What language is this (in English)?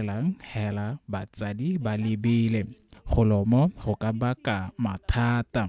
Tswana